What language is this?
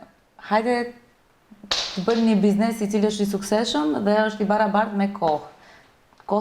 Albanian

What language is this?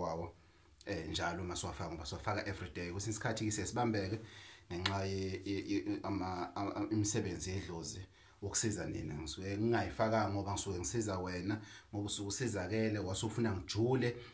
Zulu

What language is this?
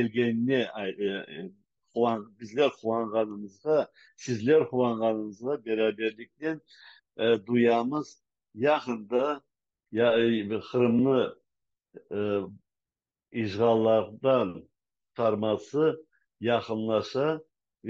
Crimean Tatar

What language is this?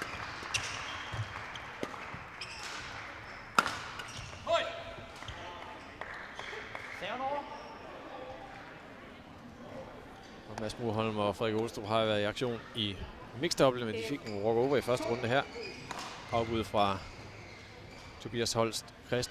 Danish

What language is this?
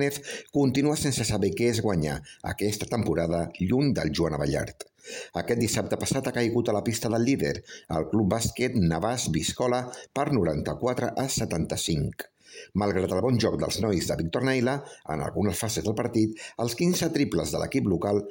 Catalan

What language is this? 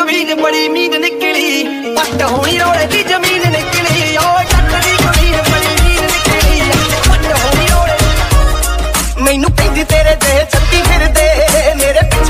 Punjabi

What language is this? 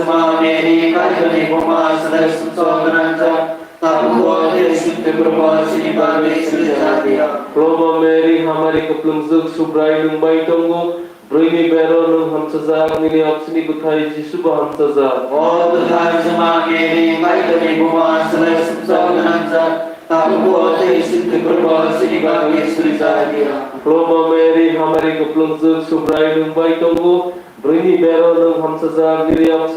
Kok Borok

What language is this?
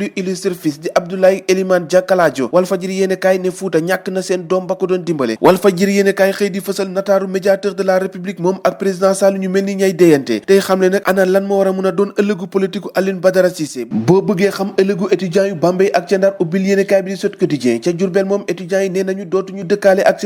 Wolof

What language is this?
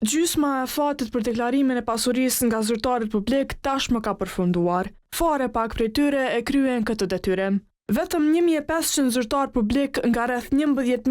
Albanian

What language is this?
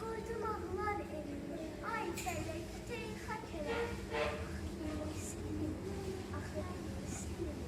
South Azerbaijani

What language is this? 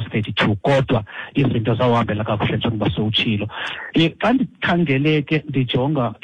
Xhosa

